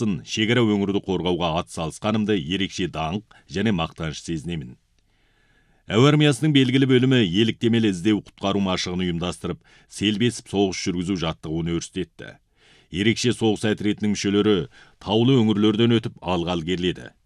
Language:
Kazakh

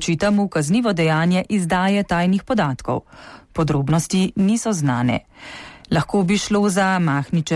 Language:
Slovenian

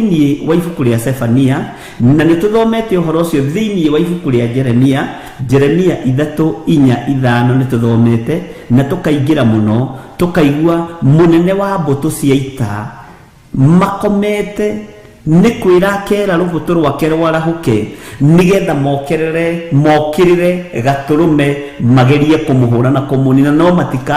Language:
Kikuyu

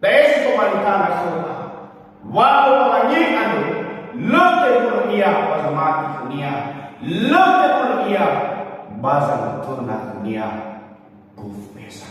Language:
Nias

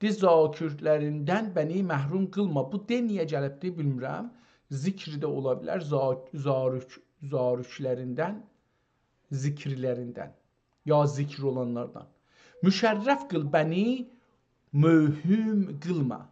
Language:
South Azerbaijani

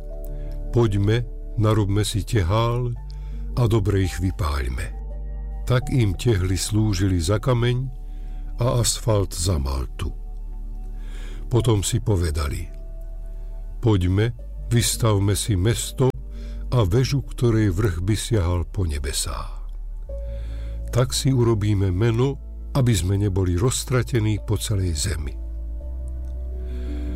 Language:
Slovak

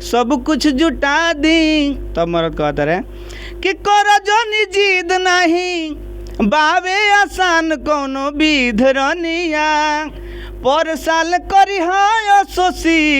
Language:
Bhojpuri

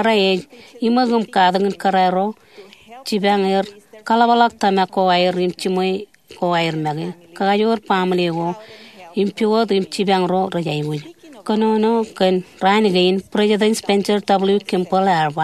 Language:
Marshallese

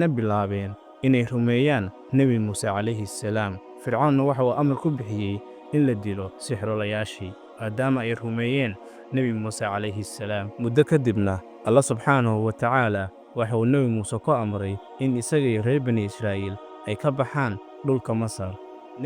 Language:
Somali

